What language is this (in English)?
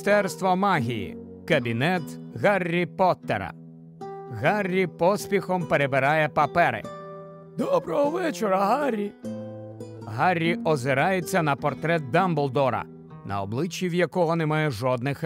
Ukrainian